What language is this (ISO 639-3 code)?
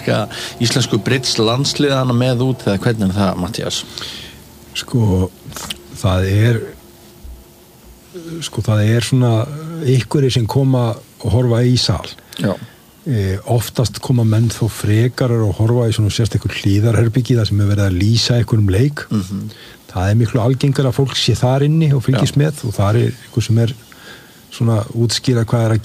isl